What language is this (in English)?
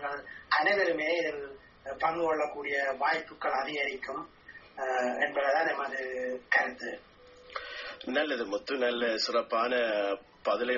Tamil